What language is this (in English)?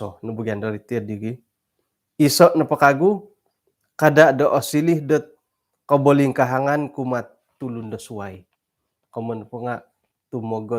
Central Dusun